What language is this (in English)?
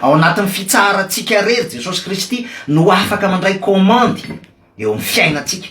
Malagasy